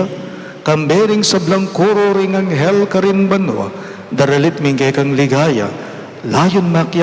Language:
Pampanga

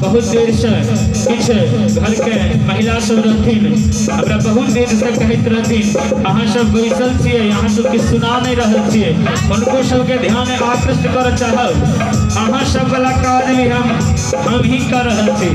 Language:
Maithili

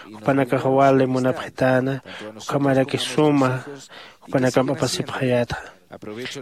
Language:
Aymara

